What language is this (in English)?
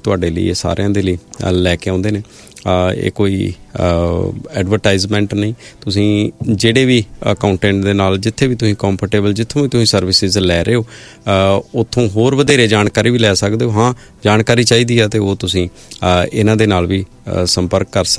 Punjabi